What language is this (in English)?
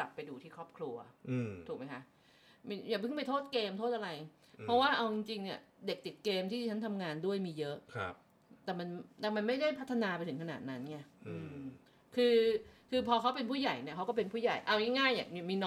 Thai